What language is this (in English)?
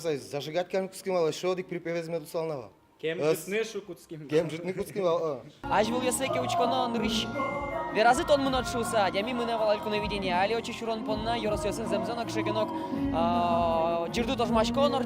Udmurt